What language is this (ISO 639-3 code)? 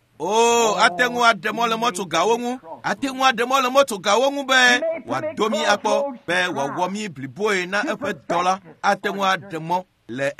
ewe